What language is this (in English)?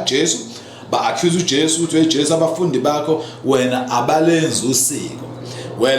Zulu